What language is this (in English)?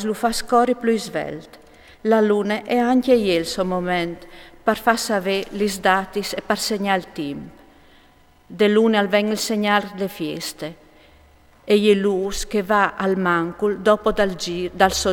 Friulian